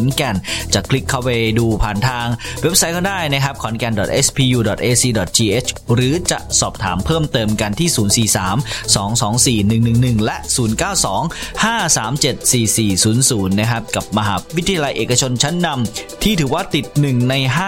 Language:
Thai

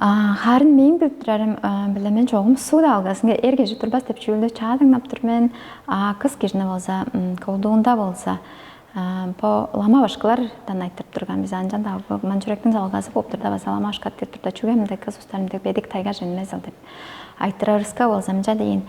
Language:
Tuvinian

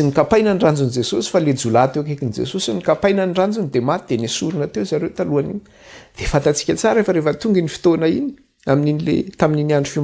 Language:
Malagasy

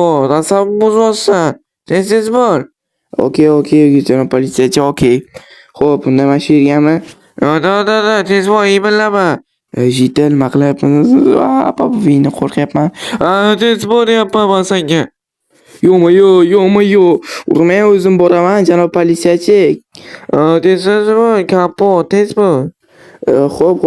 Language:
Uzbek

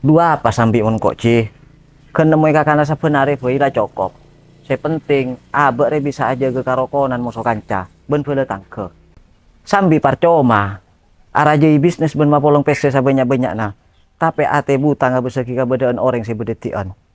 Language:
Madurese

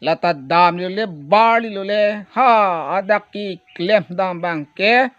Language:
Karbi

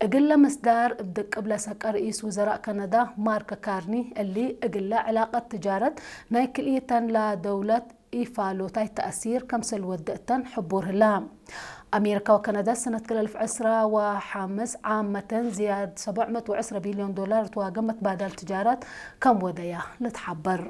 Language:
Tigre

